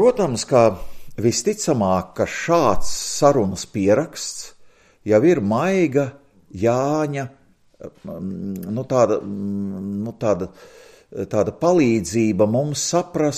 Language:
Latvian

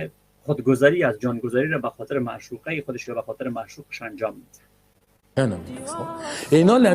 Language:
Persian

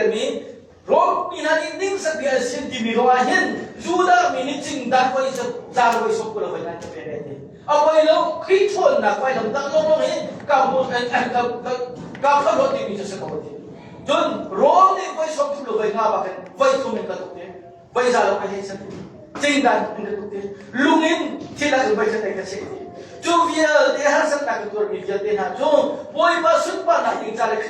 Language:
Hakha Chin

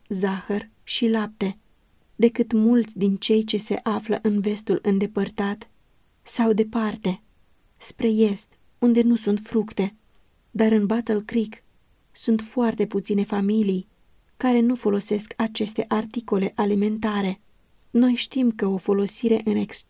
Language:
Romanian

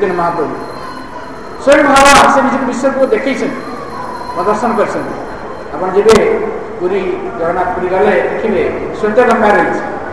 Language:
Odia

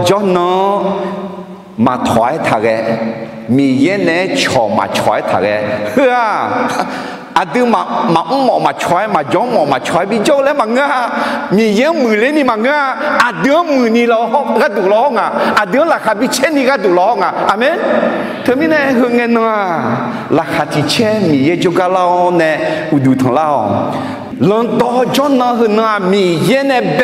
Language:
Akha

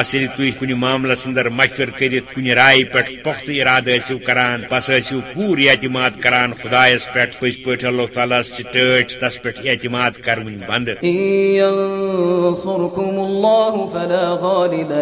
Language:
Kashmiri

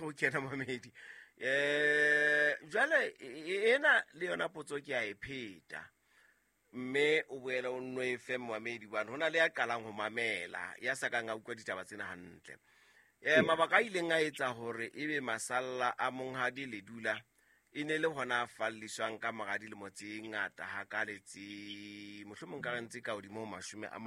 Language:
Southern Sotho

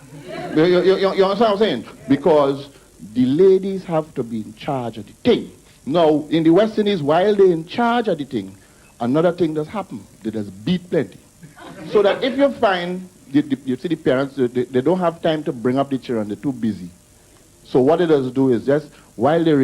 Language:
Jamaican Creole English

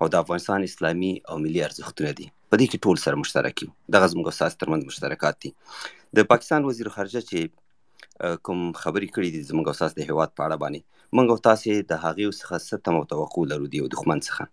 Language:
Pashto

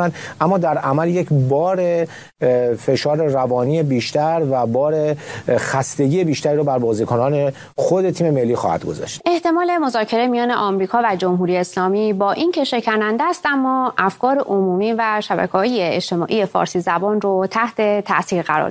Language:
Persian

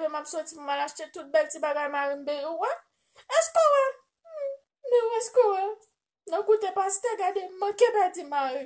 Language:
Haitian Creole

